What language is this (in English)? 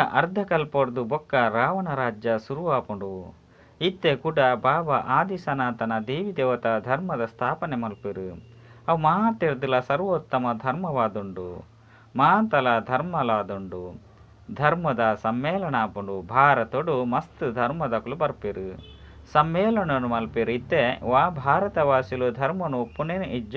Tulu